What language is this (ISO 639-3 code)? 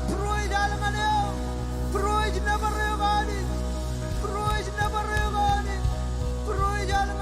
mah